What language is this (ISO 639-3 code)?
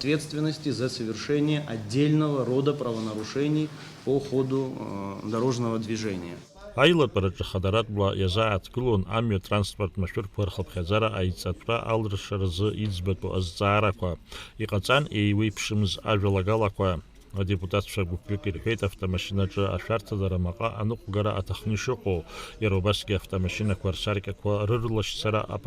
abk